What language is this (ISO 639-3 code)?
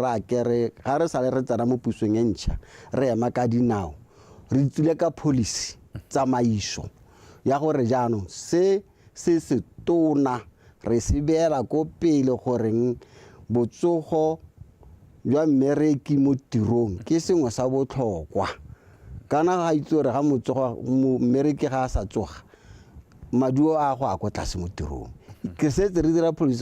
tsn